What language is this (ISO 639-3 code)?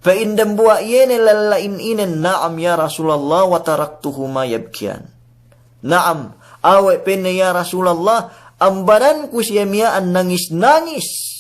yka